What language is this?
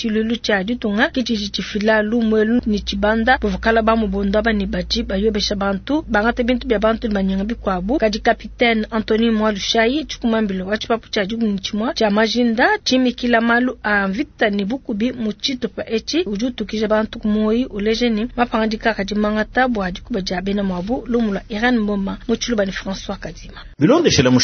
Luba-Lulua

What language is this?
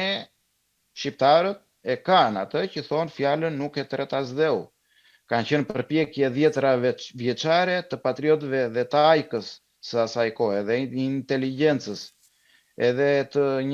Albanian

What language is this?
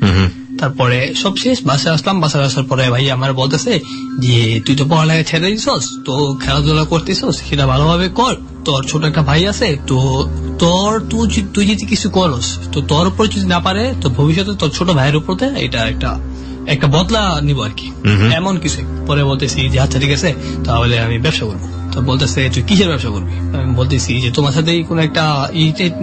Bangla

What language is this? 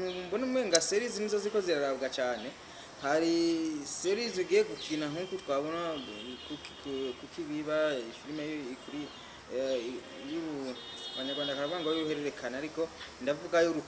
Rundi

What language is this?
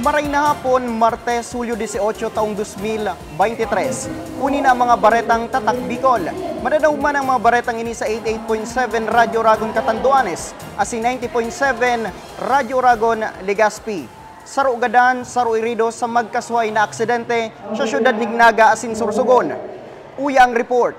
Bikol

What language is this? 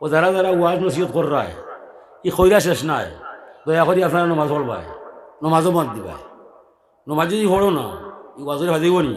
Sylheti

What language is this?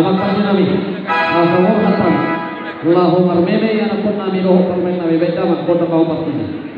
Batak Toba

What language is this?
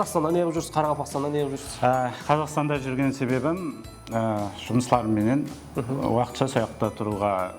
Kara-Kalpak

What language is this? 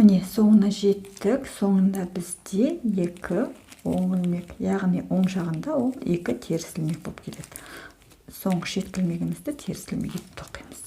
Kazakh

